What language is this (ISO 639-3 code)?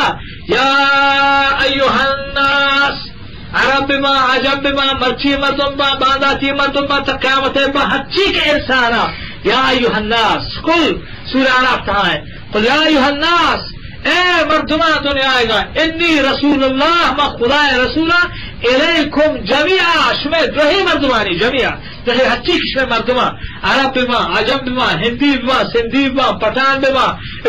bgp